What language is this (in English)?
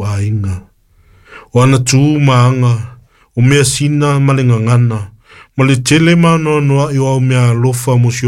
Samoan